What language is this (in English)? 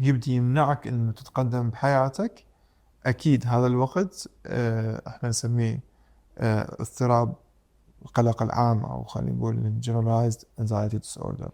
Mesopotamian Arabic